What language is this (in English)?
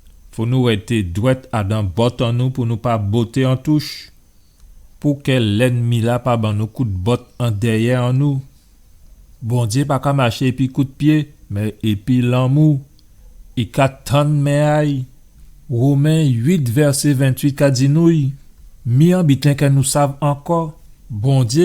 Guadeloupean Creole French